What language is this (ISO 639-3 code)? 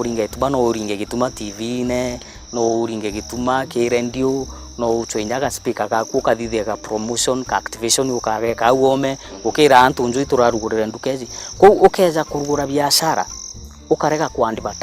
mer